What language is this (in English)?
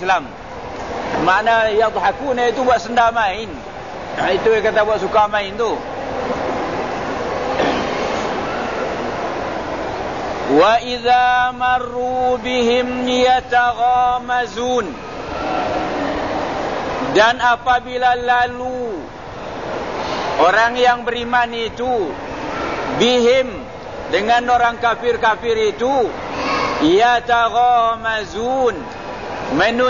Malay